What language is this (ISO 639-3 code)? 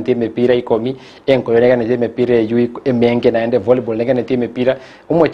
guz